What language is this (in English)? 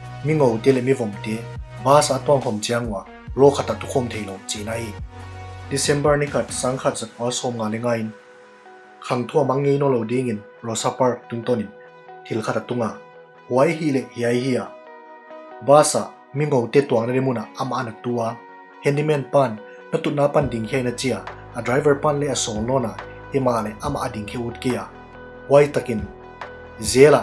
Paite Chin